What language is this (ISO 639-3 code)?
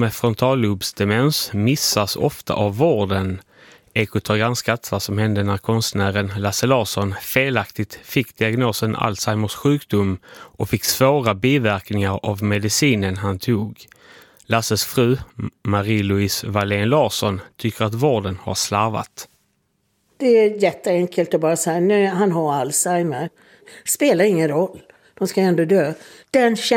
swe